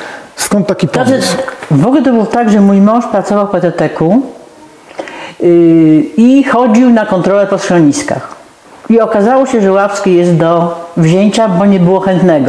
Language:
Polish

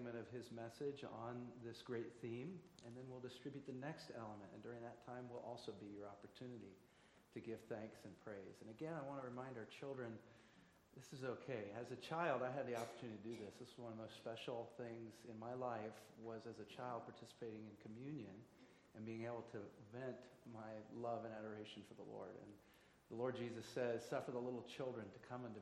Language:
English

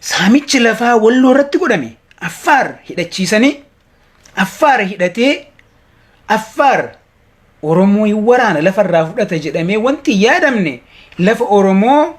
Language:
Oromo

